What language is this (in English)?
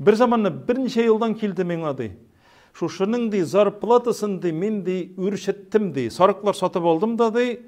Tatar